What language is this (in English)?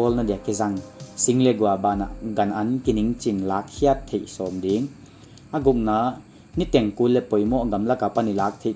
Paite Chin